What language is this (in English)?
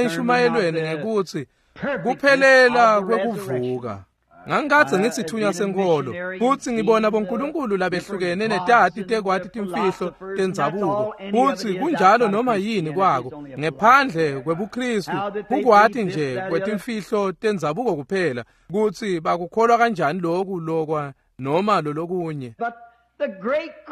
Swati